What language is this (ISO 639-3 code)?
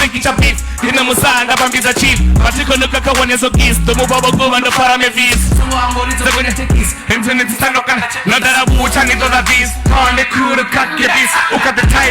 ven